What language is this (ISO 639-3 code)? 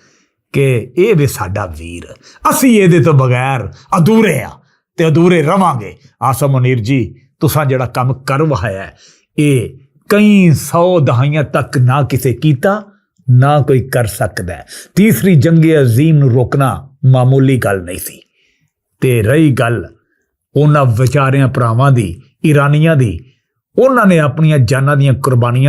lah